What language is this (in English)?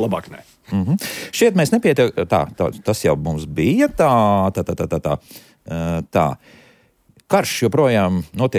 Latvian